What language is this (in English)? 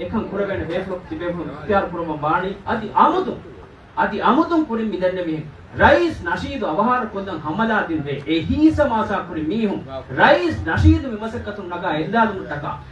Divehi